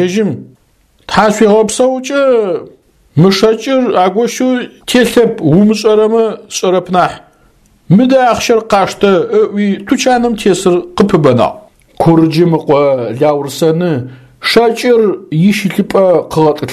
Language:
Adyghe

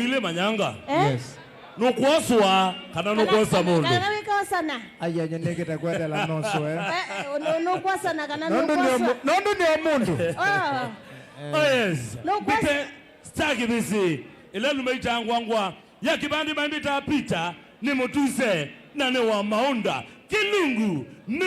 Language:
Kamba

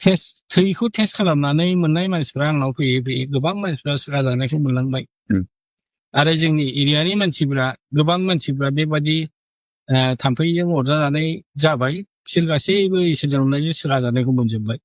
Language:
Bodo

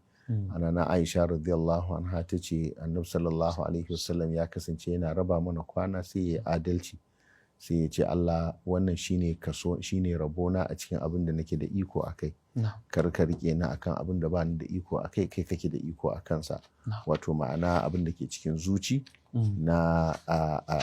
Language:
Hausa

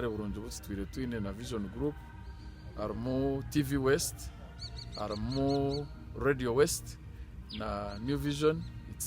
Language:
Nyankole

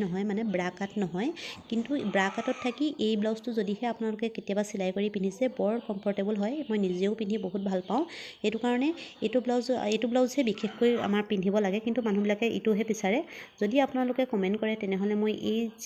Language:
Assamese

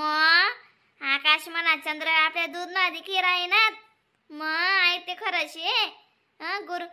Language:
Khandesi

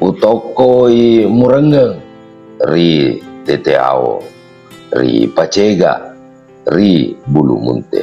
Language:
Buginese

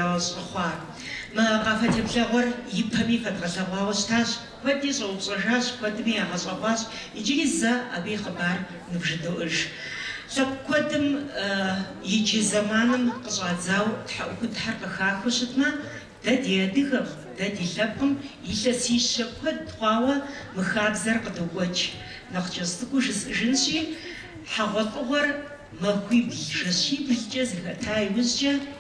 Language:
Kabardian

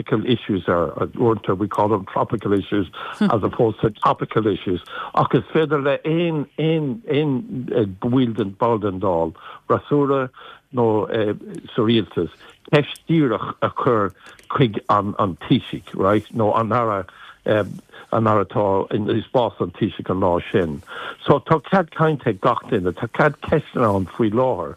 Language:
Irish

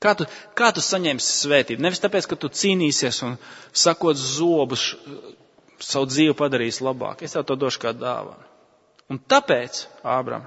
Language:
Latvian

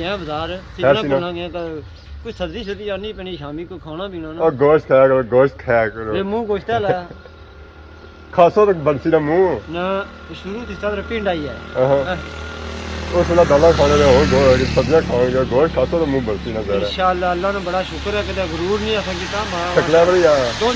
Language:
Pahari-Potwari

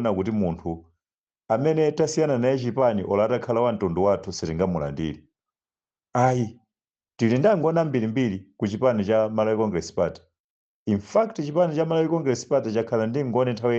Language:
Nyanja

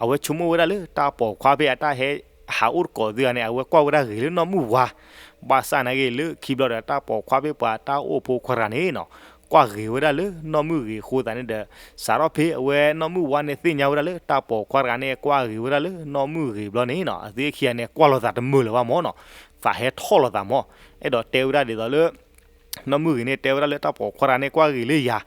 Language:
S'gaw Karen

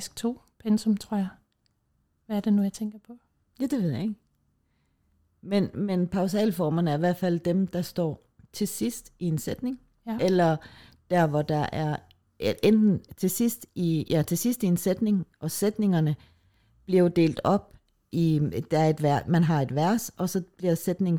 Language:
Danish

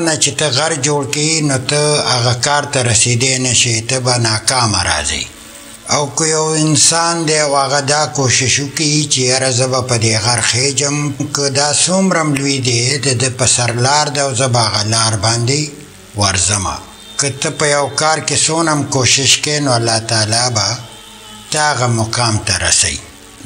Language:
Pashto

